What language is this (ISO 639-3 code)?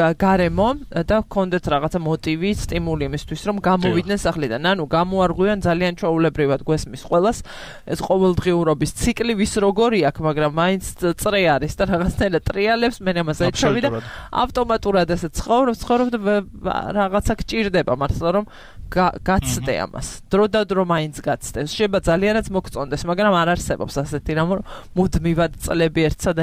kat